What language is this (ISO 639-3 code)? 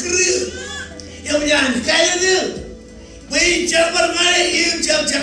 mah